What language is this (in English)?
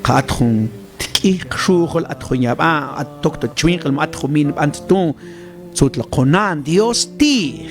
Mam